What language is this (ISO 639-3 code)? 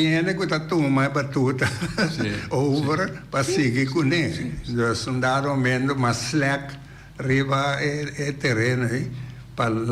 pap